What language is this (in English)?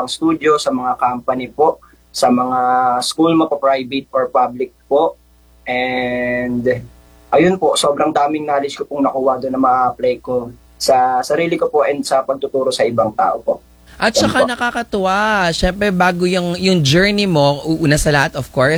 Filipino